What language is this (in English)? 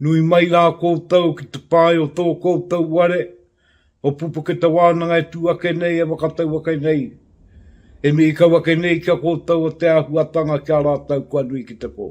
Māori